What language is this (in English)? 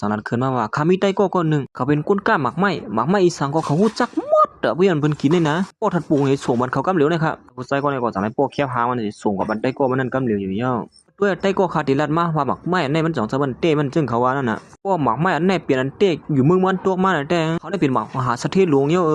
Shan